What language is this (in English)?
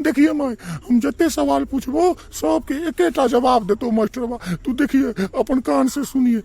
Maithili